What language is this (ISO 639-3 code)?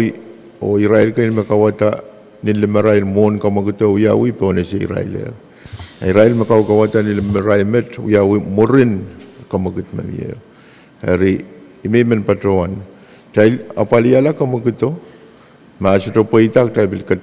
pon